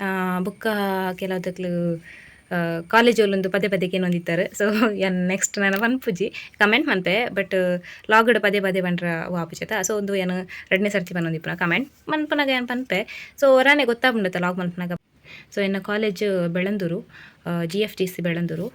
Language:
Tulu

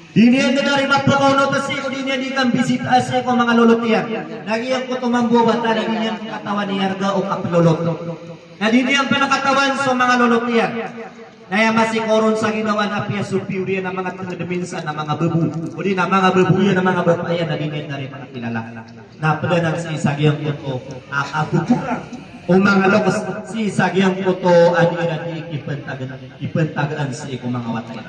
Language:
Maranao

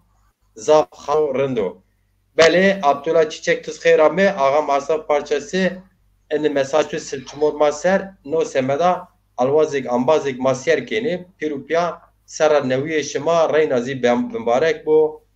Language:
Zaza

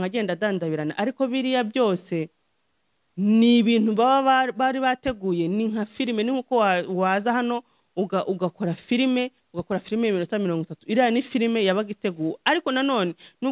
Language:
Kinyarwanda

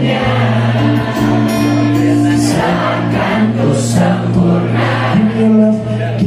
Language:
Indonesian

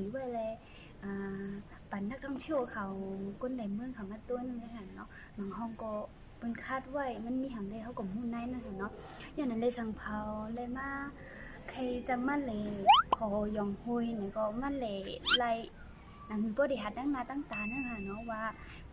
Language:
Shan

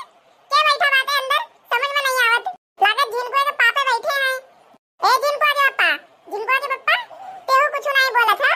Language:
Awadhi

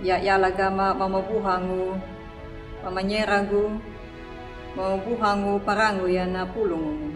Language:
Anakalangu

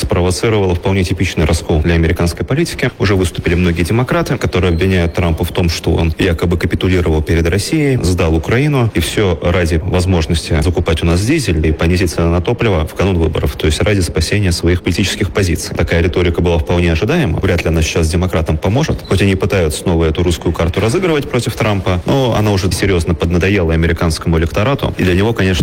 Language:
Russian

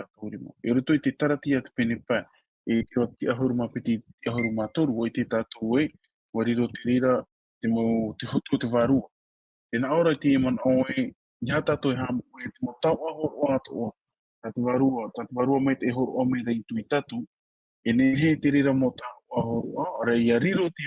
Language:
Tahitian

